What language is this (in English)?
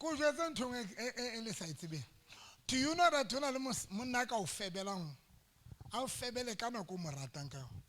Southern Sotho